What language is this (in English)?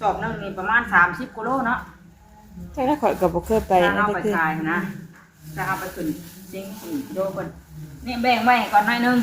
Northeastern Thai